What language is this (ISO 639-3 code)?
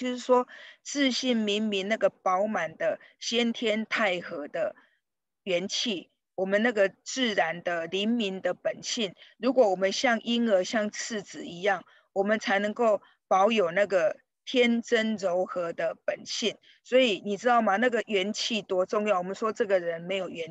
zho